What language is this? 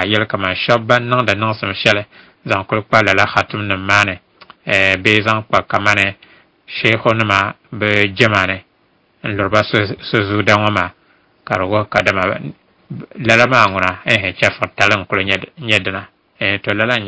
Dagbani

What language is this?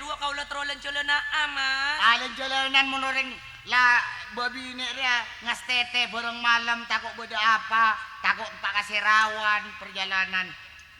Madurese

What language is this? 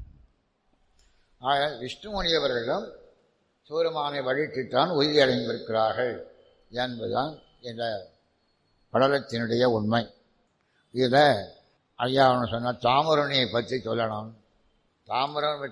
Tamil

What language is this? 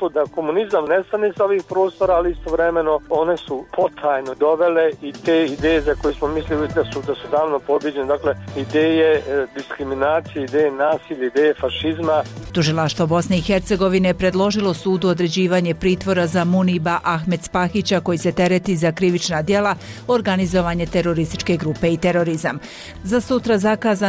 Bosnian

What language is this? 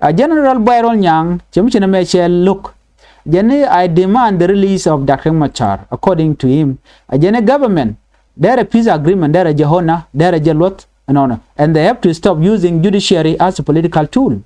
Nuer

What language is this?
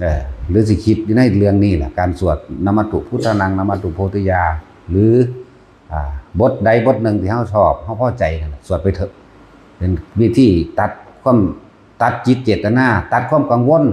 Northeastern Thai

